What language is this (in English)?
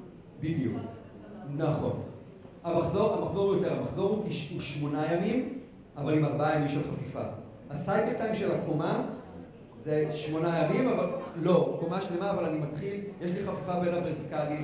Hebrew